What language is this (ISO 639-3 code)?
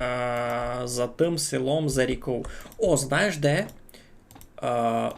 rue